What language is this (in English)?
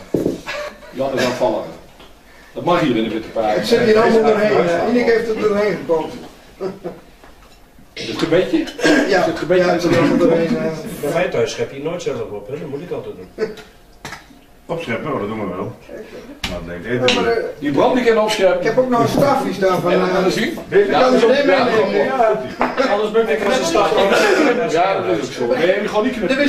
Dutch